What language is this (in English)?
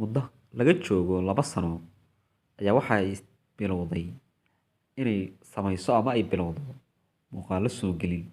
Somali